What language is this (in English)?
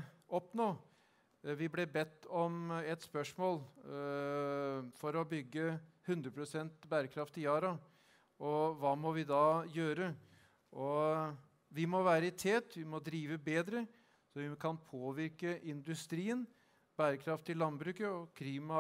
Norwegian